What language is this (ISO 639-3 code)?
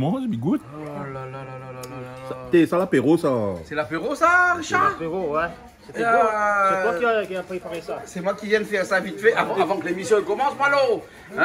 rcf